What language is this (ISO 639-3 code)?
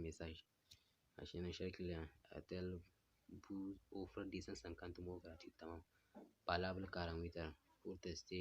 hau